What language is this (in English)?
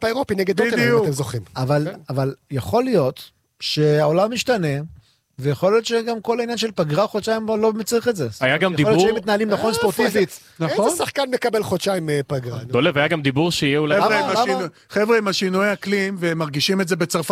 Hebrew